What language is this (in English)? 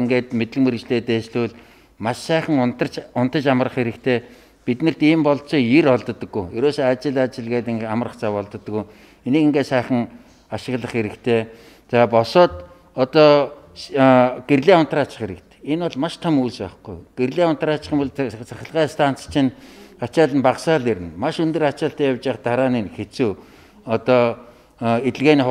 Mongolian